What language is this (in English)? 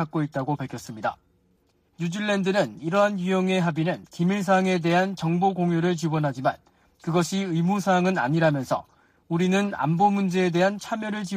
Korean